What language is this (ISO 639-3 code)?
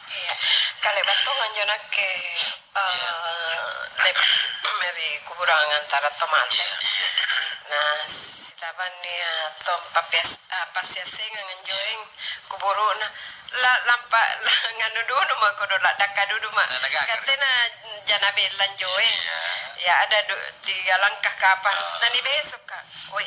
mak